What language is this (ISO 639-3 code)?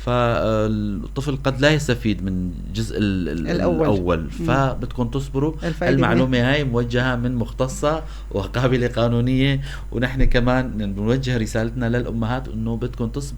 apc